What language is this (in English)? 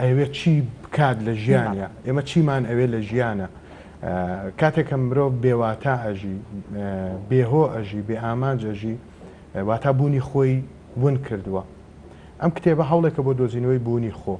Central Kurdish